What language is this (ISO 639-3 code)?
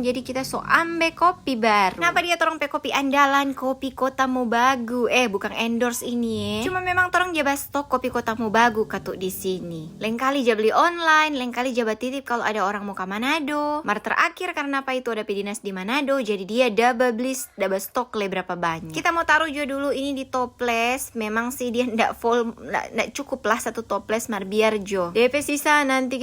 xmm